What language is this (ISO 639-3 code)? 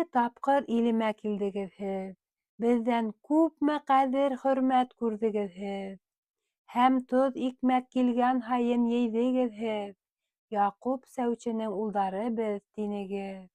bak